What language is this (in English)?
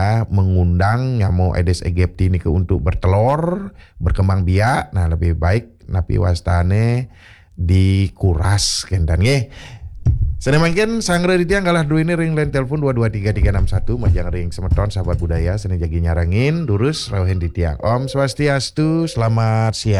Balinese